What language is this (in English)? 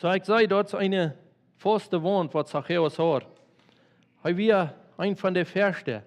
Plautdietsch